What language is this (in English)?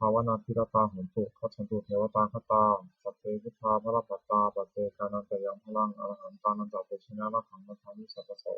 Pali